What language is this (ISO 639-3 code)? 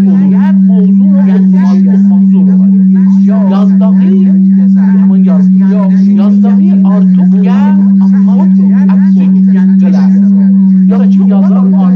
azb